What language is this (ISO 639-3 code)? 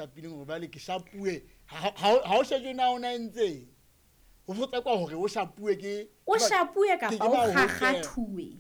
sot